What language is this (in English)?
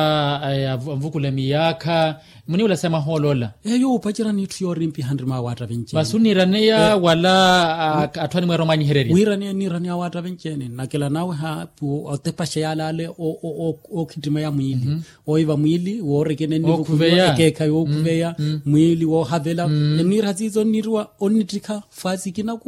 Makhuwa